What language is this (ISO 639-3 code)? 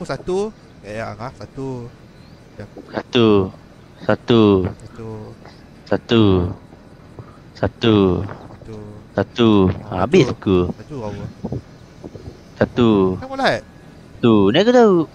msa